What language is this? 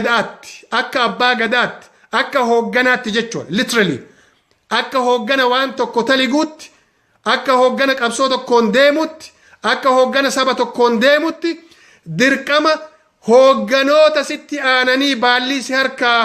Oromo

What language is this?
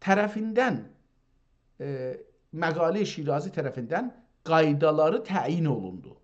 South Azerbaijani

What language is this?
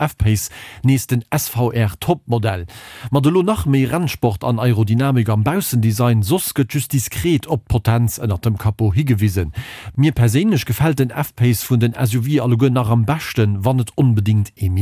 Luxembourgish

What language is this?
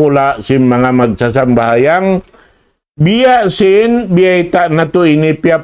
Tausug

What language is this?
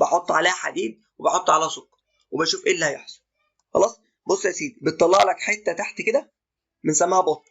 Egyptian Arabic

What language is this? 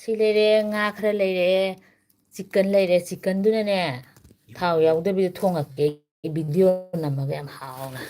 Manipuri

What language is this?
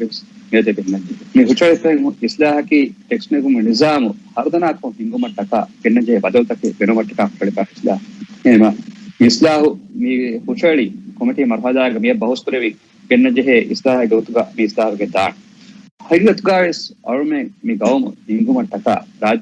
Divehi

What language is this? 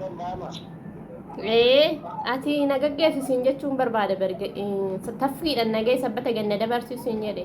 Oromo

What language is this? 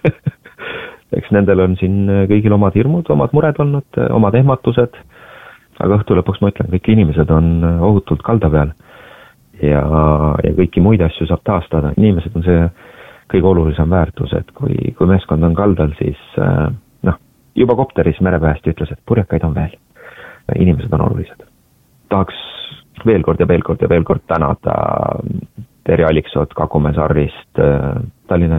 Estonian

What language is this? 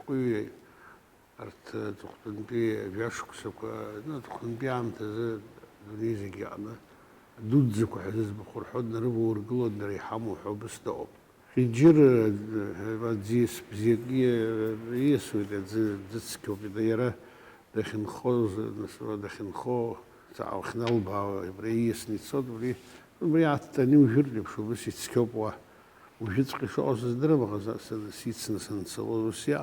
Abkhazian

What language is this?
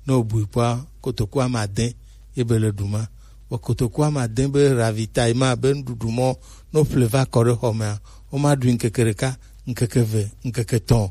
Gen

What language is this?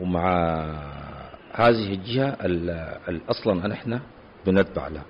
Sudanese Arabic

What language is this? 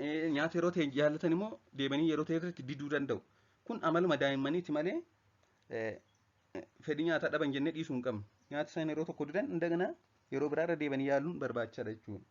Oromo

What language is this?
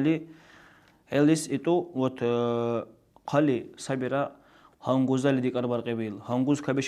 Dargwa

